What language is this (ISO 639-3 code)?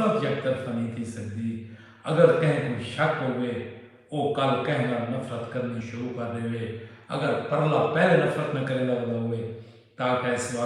skr